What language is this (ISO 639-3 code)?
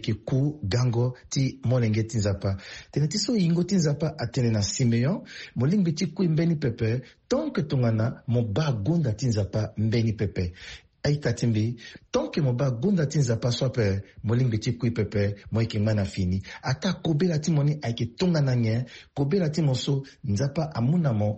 sag